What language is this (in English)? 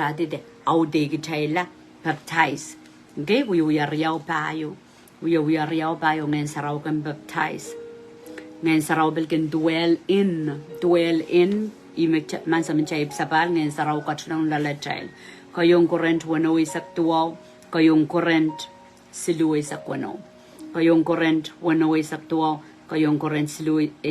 Pohnpeian